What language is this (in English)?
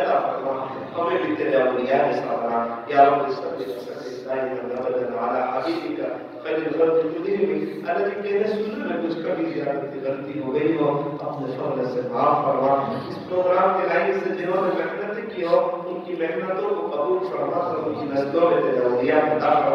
Urdu